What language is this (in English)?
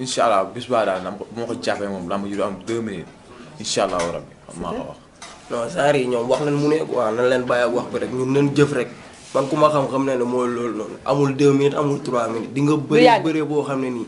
Wolof